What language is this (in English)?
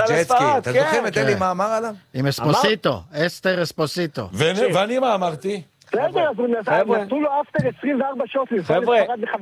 Hebrew